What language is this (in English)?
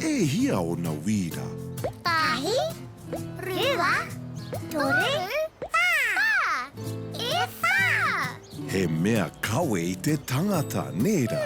Māori